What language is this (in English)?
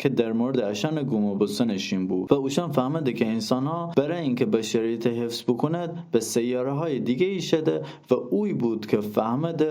Gilaki